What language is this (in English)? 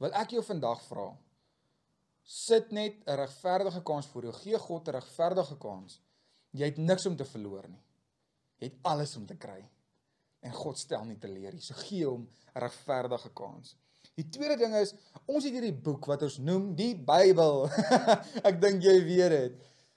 Afrikaans